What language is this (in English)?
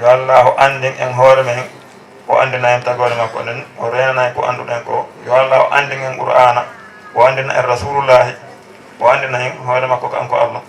Fula